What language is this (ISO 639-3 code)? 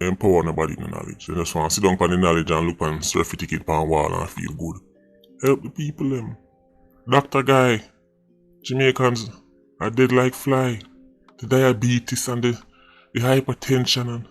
jam